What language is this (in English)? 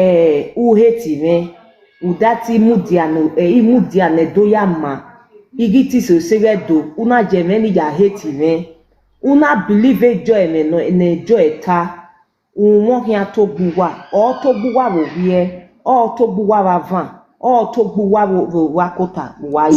Nigerian Pidgin